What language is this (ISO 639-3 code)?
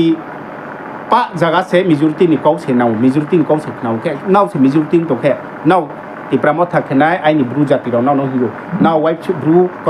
ria